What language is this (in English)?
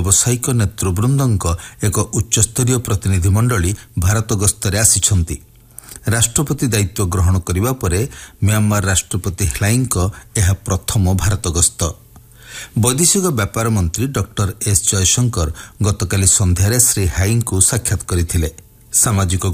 Odia